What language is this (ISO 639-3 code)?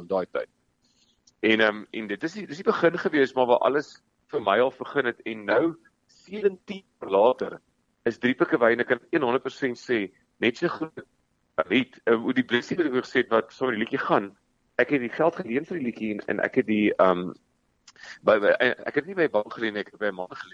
afr